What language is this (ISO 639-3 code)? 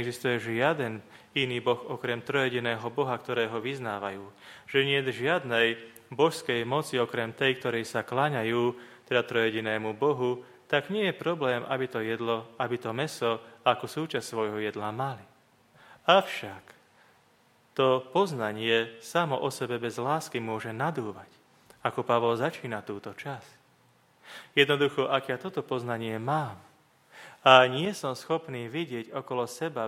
slk